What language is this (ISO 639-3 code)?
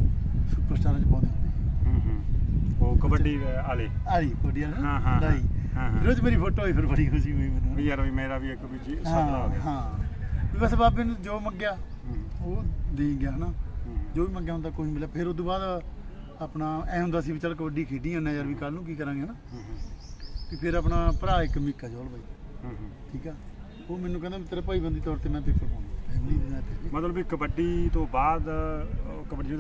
pan